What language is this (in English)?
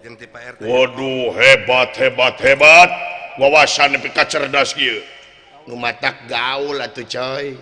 Sundanese